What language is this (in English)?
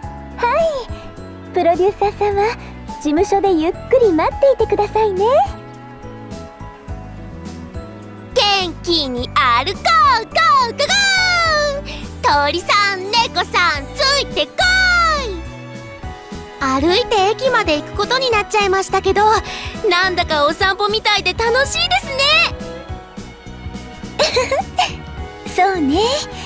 Japanese